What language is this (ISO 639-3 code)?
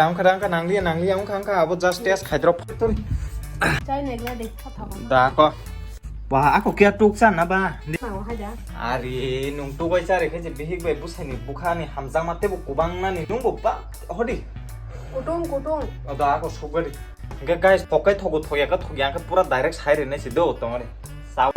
trp